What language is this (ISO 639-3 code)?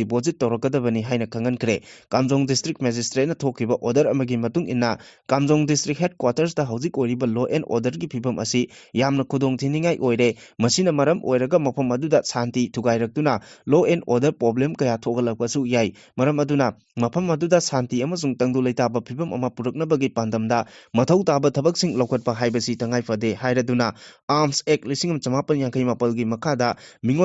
mni